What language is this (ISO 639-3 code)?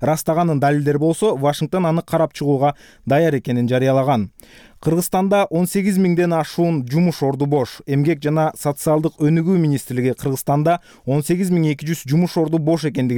kir